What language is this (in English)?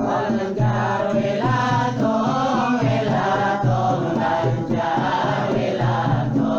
Banjar